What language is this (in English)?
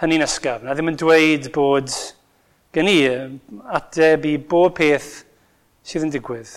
Welsh